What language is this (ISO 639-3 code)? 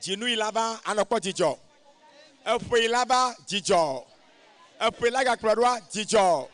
ewe